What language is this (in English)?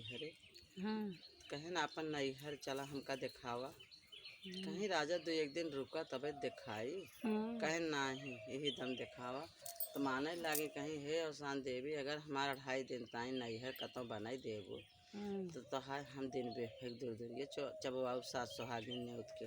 Awadhi